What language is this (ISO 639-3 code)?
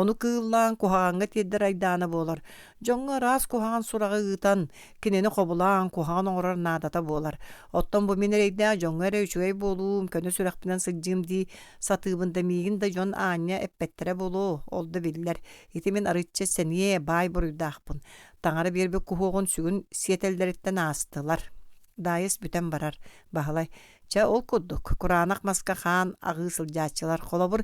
sah